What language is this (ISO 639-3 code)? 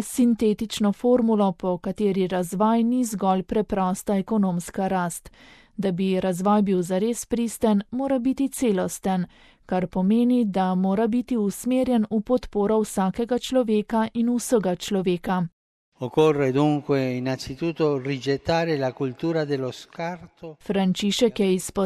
slv